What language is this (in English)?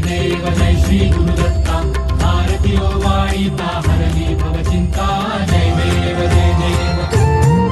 Marathi